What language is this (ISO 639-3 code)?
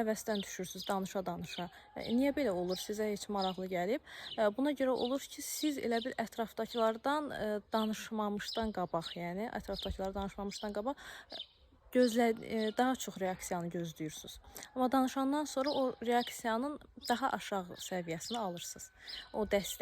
aze